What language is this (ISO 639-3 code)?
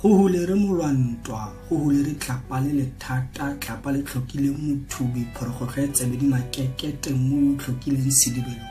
tsn